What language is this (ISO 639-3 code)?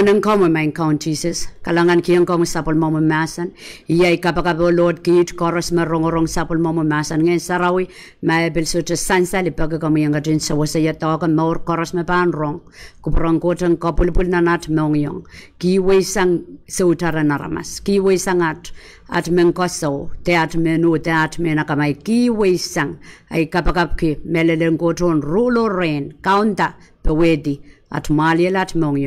pon